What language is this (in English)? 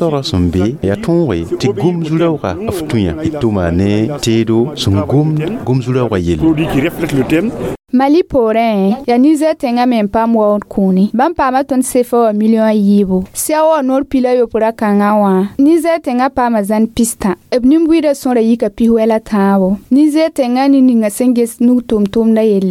Mossi